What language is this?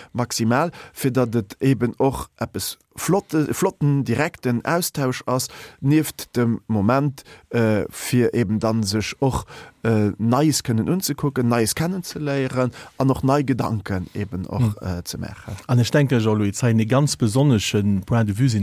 Luxembourgish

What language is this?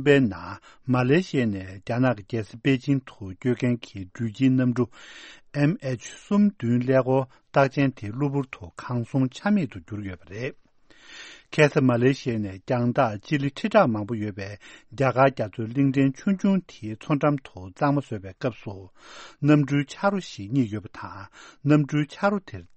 Tibetan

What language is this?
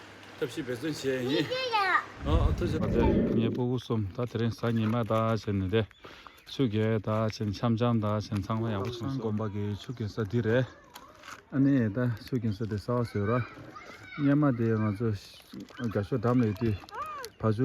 Tibetan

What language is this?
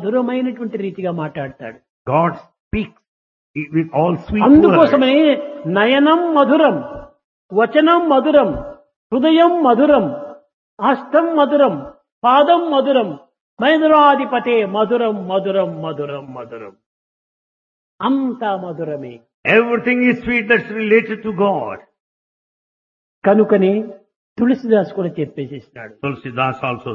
Telugu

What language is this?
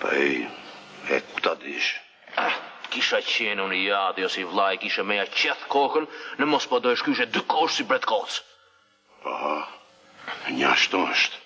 Albanian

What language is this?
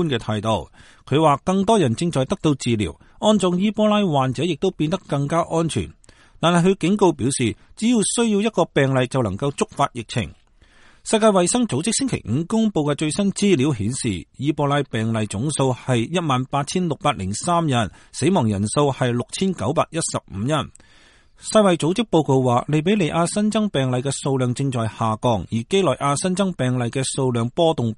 Cantonese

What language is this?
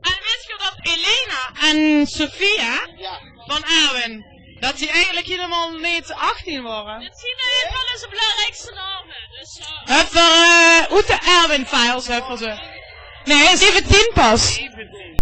Limburgish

